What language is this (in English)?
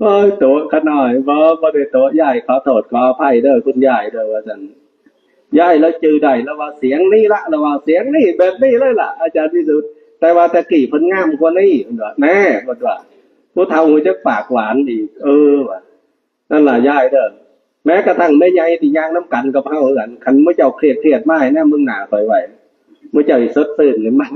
Northeastern Thai